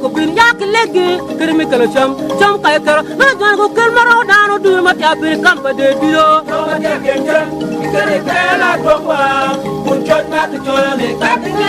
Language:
Acoli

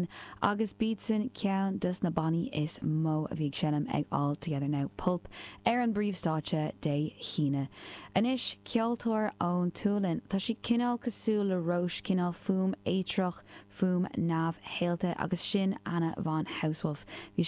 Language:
Irish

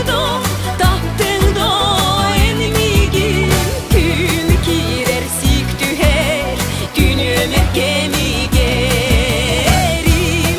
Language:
Yakut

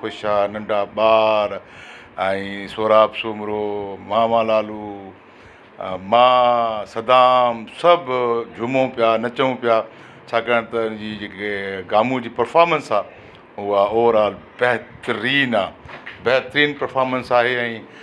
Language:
Sindhi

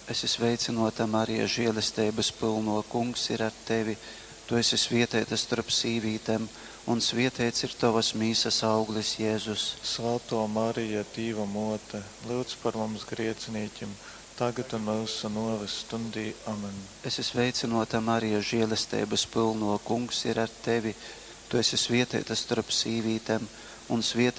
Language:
Latgalian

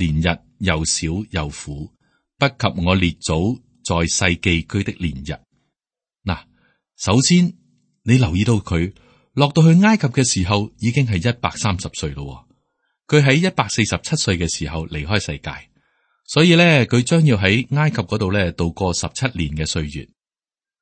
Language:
Cantonese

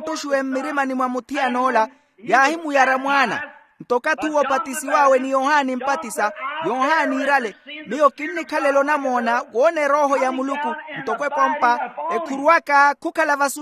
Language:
Makhuwa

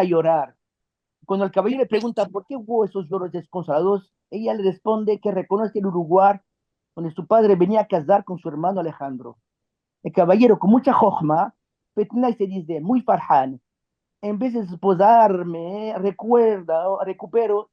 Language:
Ladino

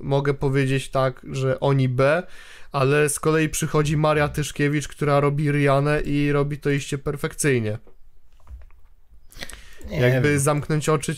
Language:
Polish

